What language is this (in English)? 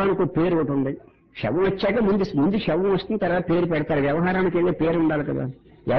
Telugu